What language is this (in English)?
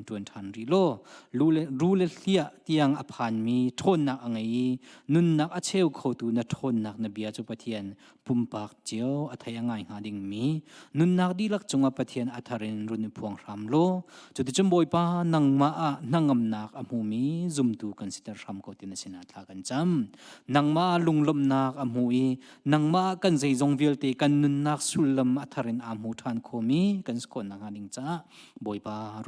Hakha Chin